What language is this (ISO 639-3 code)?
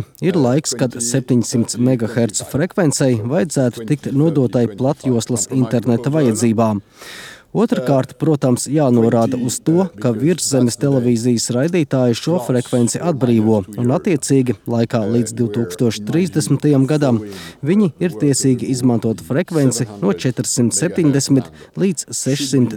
lav